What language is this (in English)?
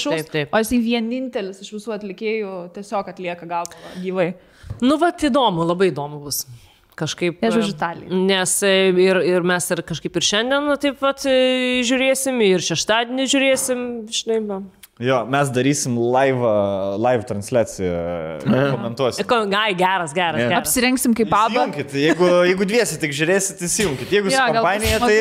Lithuanian